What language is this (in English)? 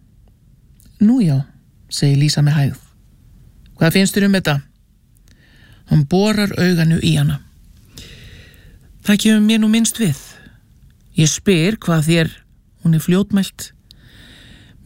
Icelandic